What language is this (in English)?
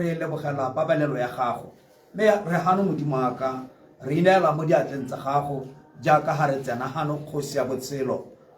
Tswana